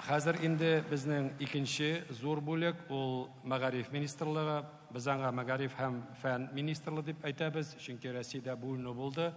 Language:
Tatar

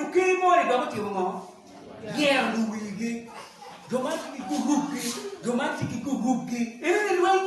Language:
Acoli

